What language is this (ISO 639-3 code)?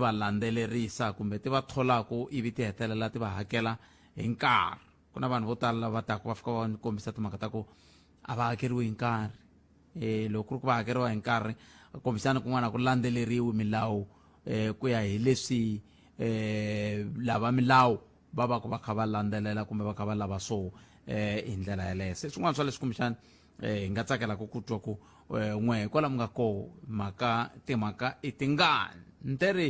tso